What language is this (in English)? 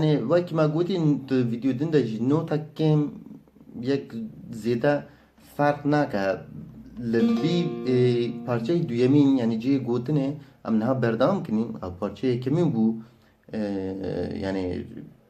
Kurdish